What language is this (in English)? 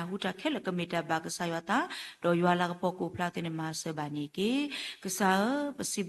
S'gaw Karen